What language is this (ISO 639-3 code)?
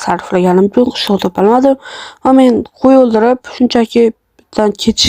uzb